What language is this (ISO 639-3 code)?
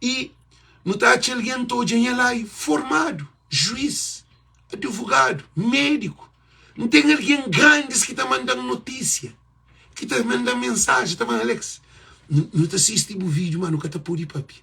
kea